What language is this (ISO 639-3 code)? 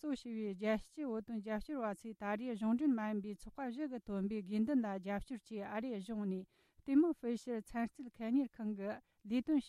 bod